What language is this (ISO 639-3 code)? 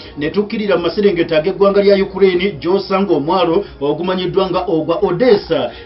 lug